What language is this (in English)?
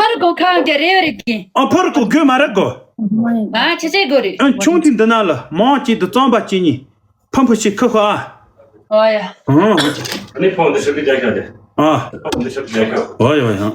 Tibetan